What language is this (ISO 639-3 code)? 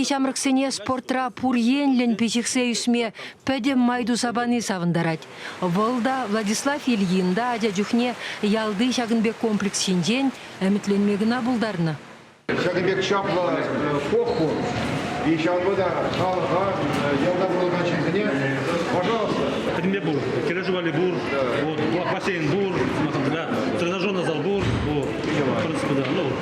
chv